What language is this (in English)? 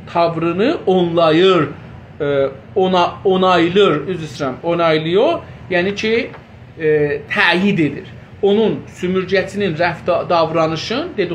South Azerbaijani